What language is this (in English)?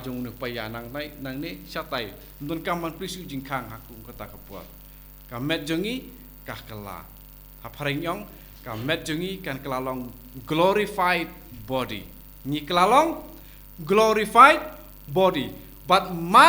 Khasi